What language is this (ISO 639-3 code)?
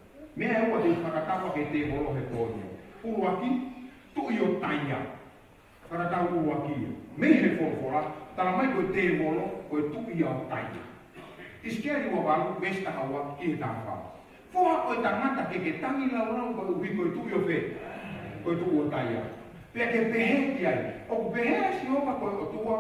ton